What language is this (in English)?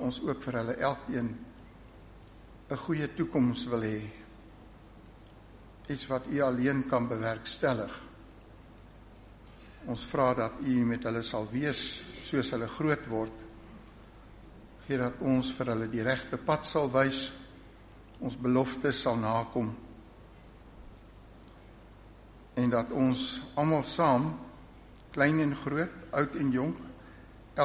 Afrikaans